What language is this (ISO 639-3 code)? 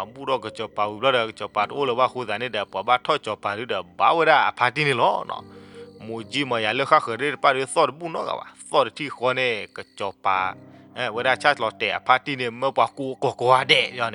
ksw